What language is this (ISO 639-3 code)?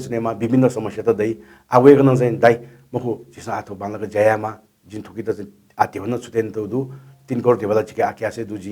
new